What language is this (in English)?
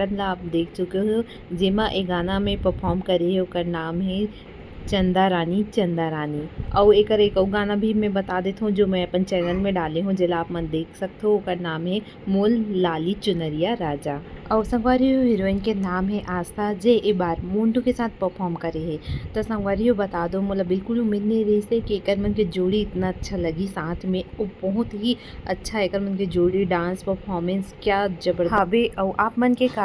Chhattisgarhi